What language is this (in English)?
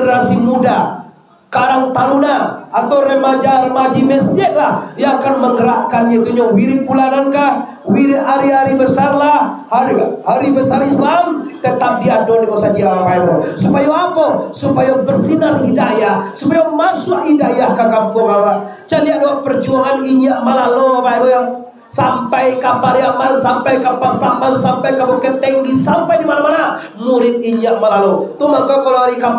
Minangkabau